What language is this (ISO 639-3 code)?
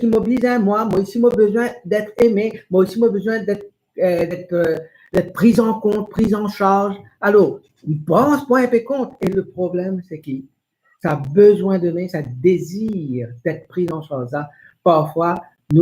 mfe